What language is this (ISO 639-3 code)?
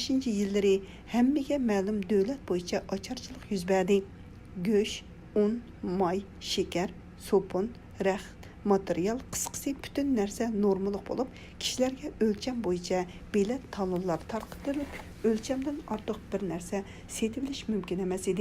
uig